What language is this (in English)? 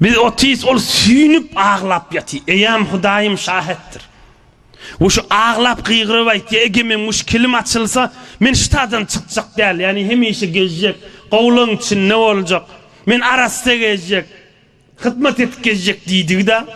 Turkmen